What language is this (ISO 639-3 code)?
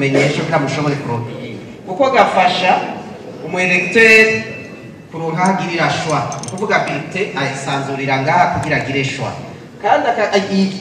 run